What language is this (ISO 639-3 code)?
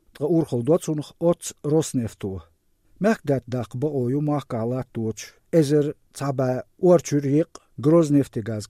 che